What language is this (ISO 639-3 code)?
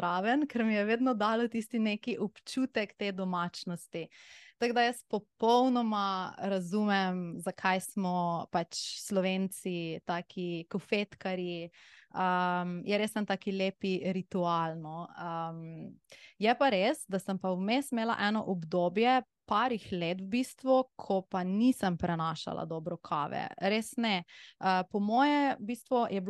slv